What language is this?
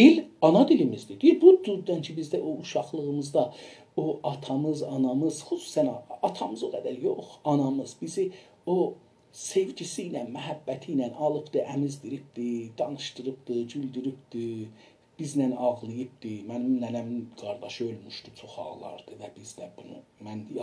South Azerbaijani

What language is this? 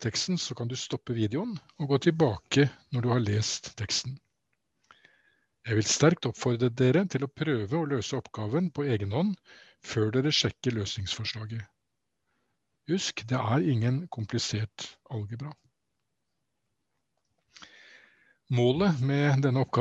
Norwegian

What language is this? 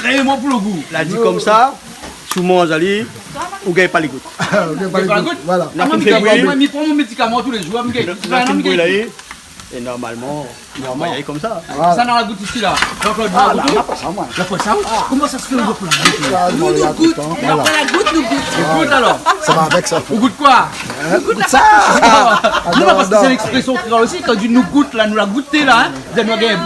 Réunion Creole French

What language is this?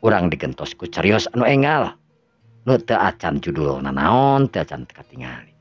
Sundanese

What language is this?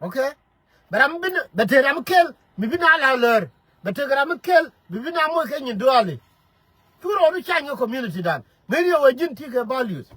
Nuer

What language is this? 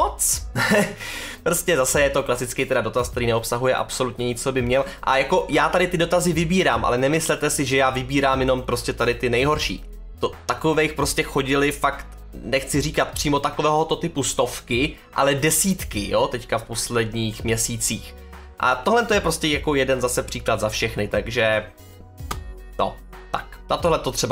Czech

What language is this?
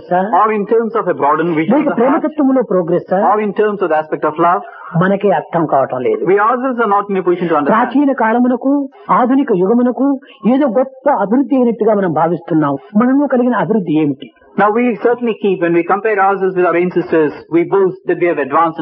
Telugu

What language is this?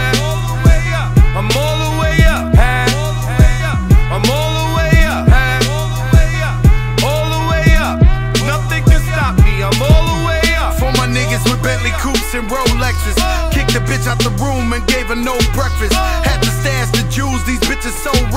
English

